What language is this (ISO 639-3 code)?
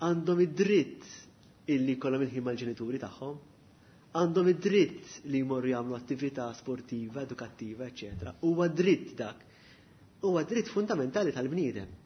mlt